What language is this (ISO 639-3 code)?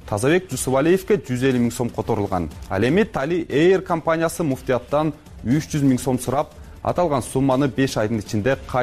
kir